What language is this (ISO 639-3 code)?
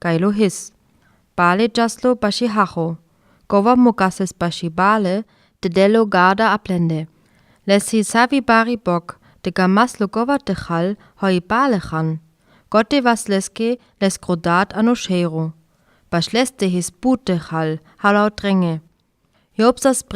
rmo